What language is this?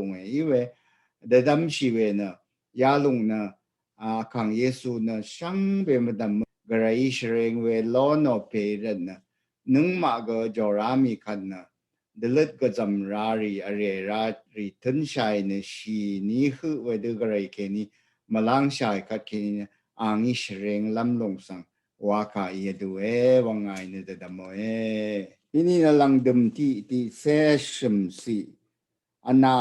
Rawang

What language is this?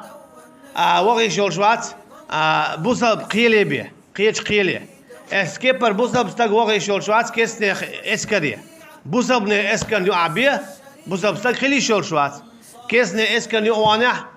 Chechen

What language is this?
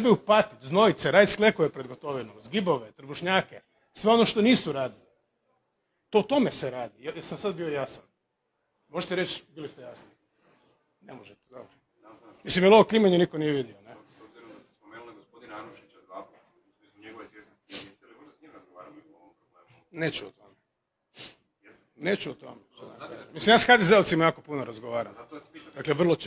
Croatian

